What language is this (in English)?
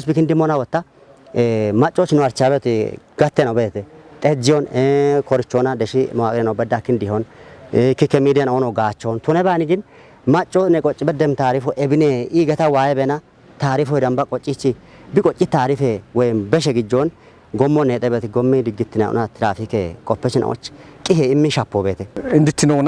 Kafa